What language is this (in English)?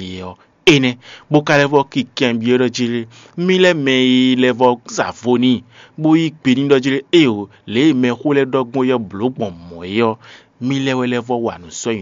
Fon